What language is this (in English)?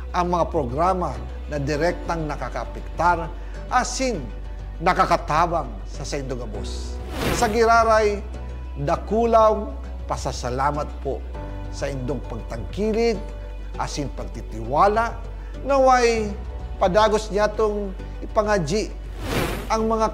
Bikol